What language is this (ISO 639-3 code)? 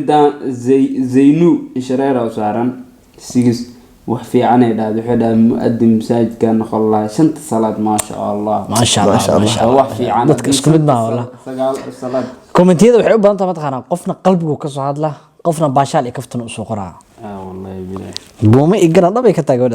som